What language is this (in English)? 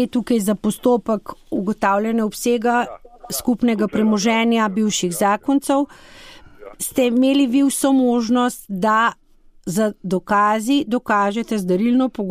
Slovenian